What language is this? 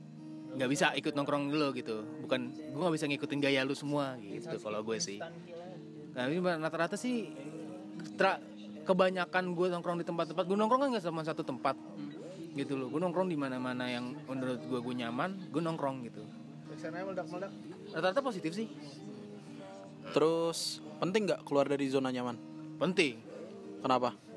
Indonesian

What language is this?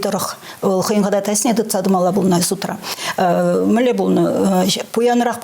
Chuvash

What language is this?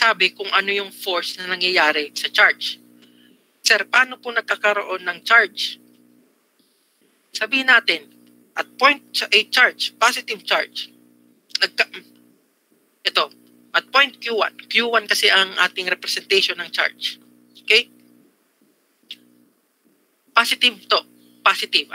Filipino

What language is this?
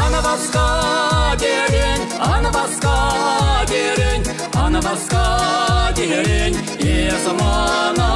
Chuvash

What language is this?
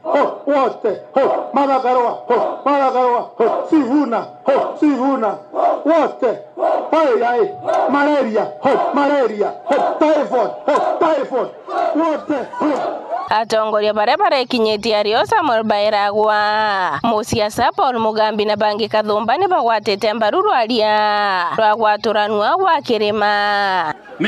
Meru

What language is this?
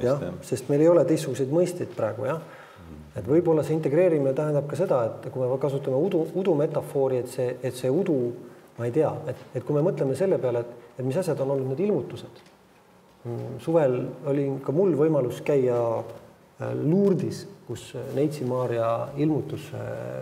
Estonian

